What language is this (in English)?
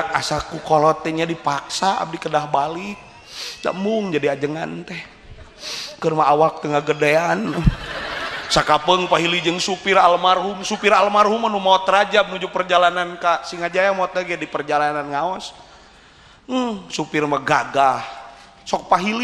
Sundanese